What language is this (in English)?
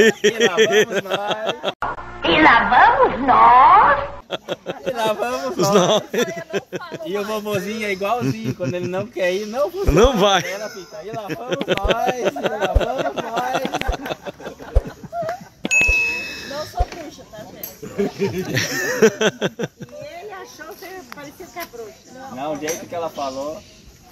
Portuguese